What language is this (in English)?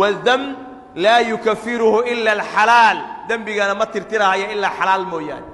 Somali